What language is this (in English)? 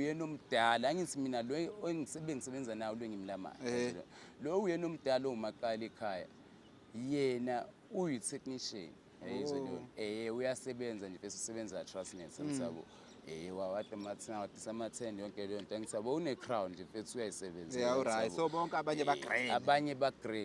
Zulu